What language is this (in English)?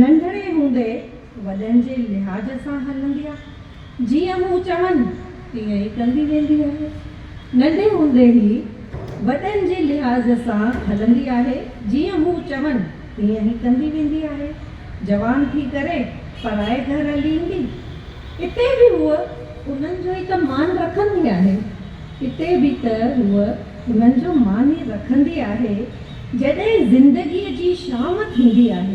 Sindhi